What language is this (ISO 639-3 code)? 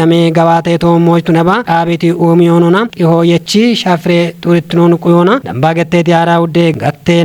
kbr